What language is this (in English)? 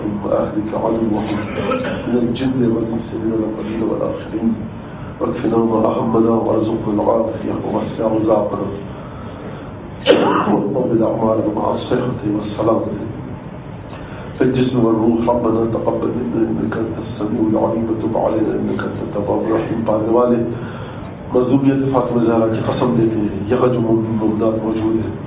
Urdu